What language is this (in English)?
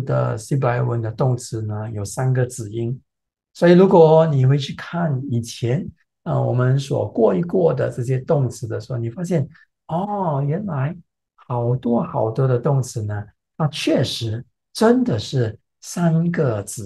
Chinese